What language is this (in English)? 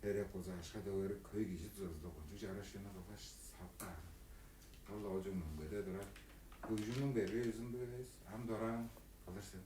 Tuvinian